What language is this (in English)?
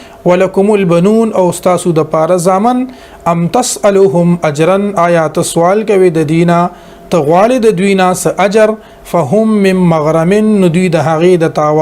Pashto